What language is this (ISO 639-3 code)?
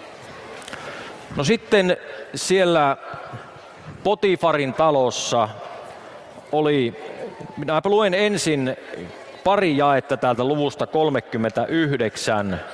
fin